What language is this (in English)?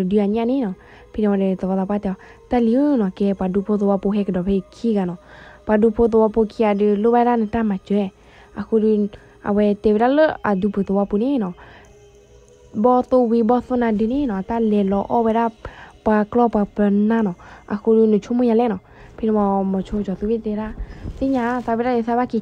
S'gaw Karen